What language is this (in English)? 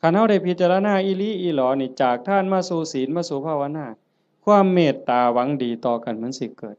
Northeastern Thai